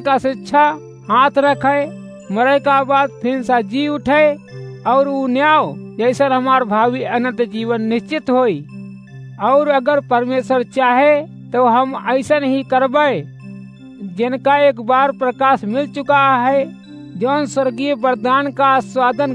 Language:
Awadhi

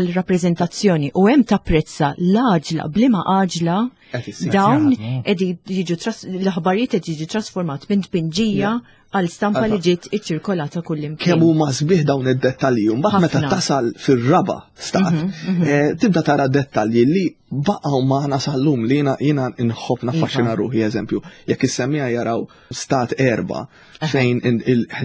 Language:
Maltese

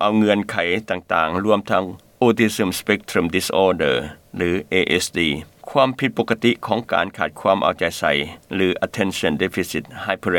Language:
Lao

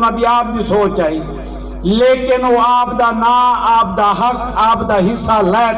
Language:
Saraiki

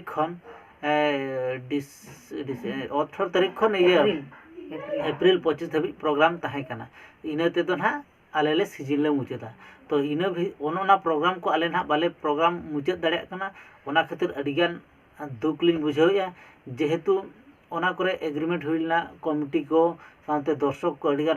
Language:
Santali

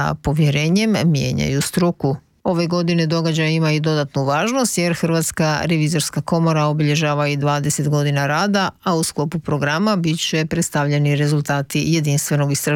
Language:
Croatian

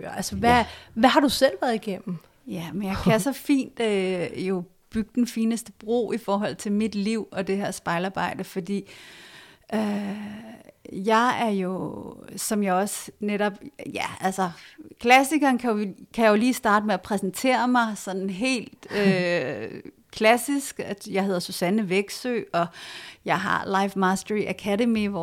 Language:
Danish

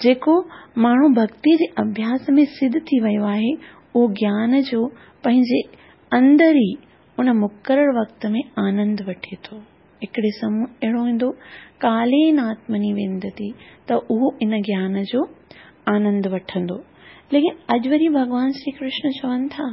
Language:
Sindhi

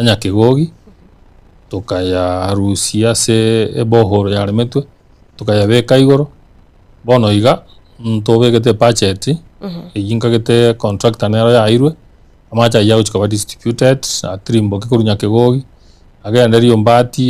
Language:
Gusii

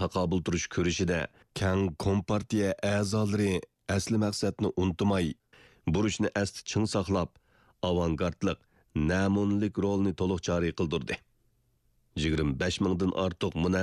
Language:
Uyghur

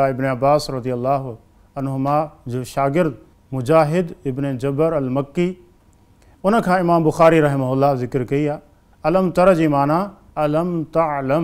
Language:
Sindhi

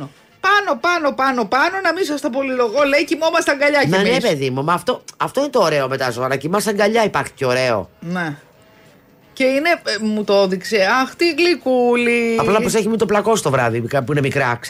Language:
Greek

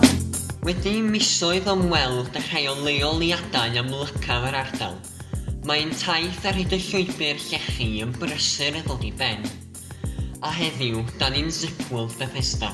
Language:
Welsh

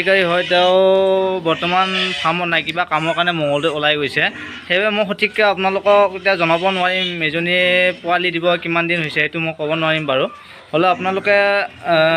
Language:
Assamese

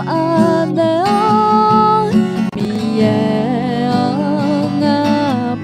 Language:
Akha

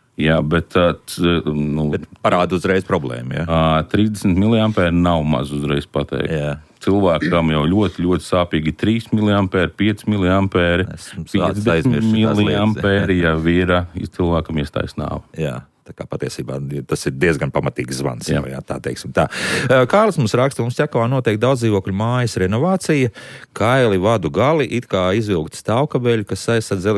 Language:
Latvian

